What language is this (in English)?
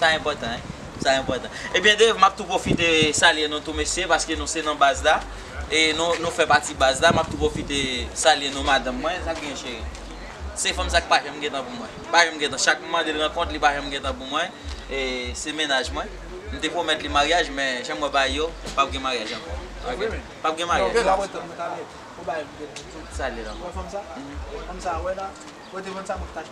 Haitian Creole